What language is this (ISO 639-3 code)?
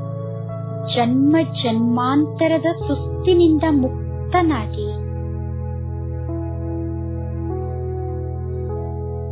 kan